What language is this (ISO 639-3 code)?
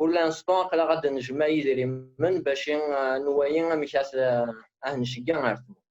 kab